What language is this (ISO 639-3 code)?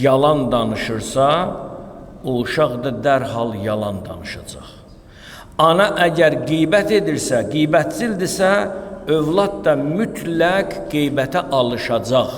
aze